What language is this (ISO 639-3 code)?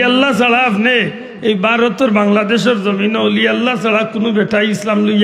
syl